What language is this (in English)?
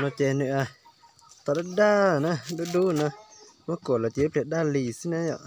Hmong